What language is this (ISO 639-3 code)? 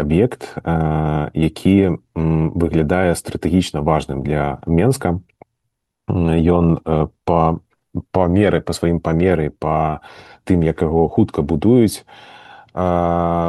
bel